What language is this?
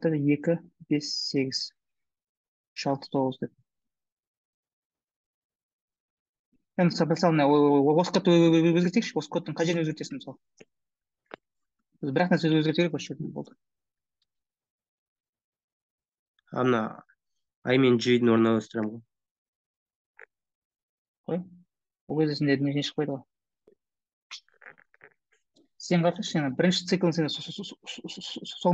Kazakh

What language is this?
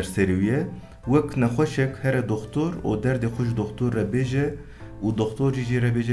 Kurdish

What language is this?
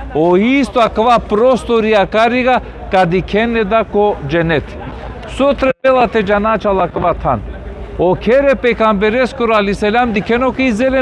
Balkan Romani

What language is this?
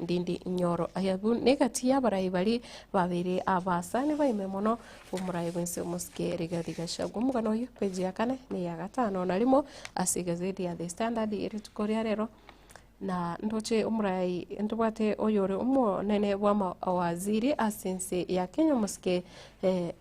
Gusii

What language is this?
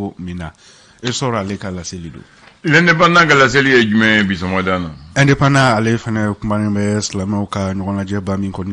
Bambara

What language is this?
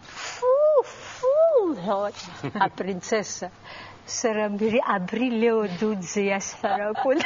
Abkhazian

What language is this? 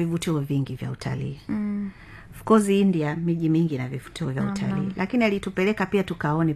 Swahili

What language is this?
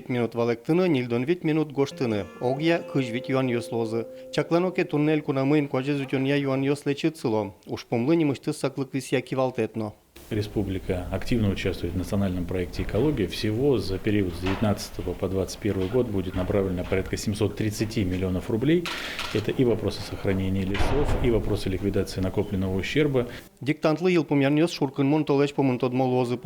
Udmurt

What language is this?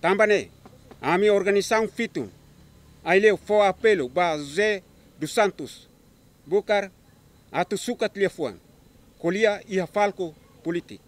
Tetum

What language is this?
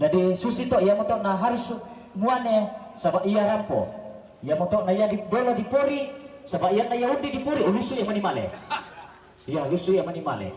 Toraja-Sa'dan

